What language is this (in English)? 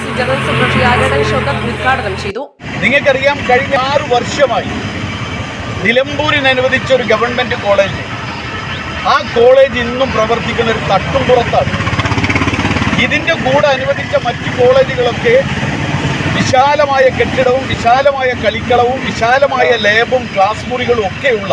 Malayalam